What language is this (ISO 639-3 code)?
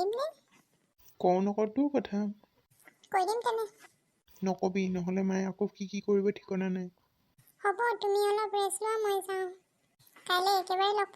asm